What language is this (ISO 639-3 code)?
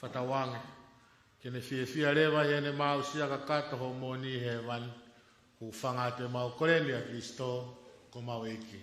ton